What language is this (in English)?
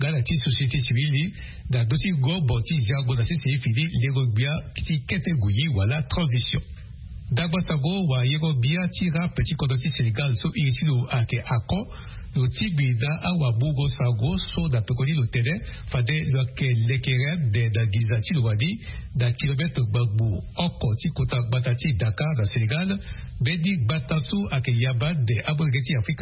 Sango